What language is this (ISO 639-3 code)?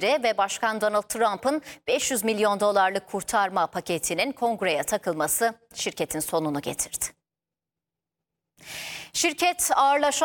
tur